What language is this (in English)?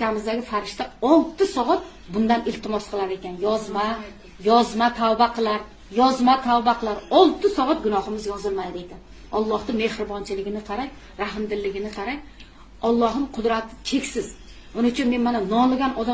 Uzbek